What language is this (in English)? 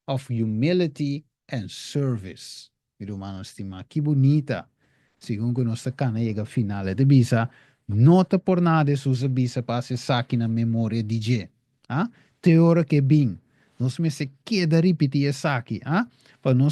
Papiamento